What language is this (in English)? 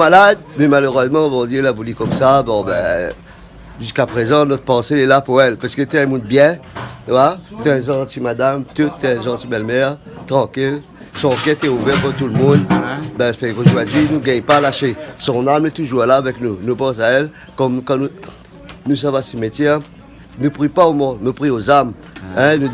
Réunion Creole French